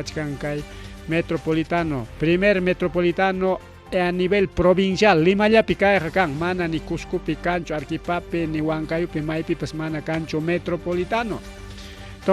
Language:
Ayacucho Quechua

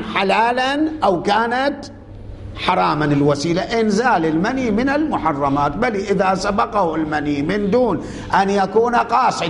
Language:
Arabic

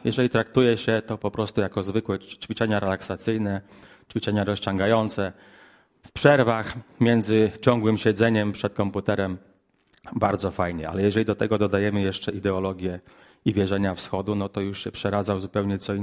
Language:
Polish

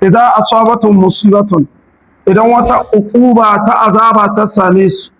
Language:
Hausa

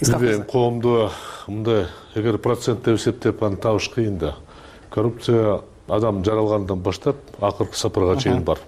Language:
Kyrgyz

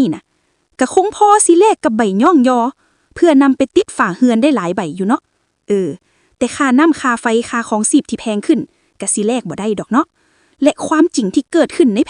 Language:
Lao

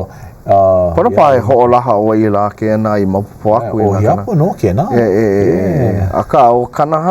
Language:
Hawaiian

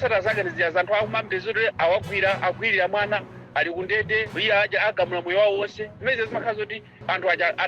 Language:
Nyanja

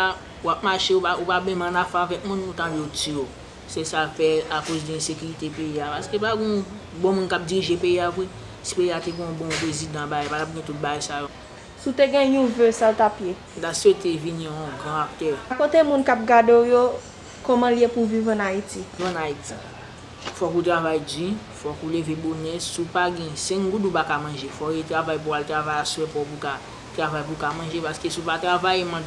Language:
Haitian Creole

